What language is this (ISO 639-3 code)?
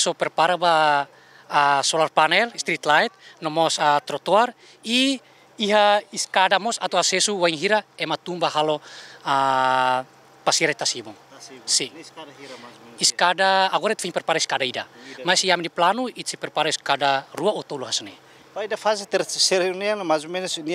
tet